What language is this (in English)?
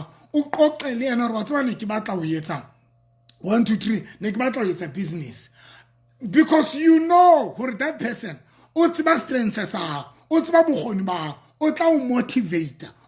Southern Sotho